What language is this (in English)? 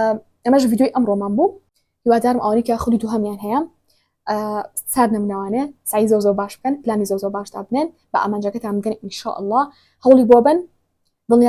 Central Kurdish